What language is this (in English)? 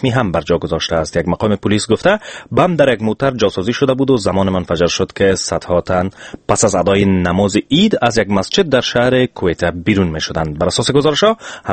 Persian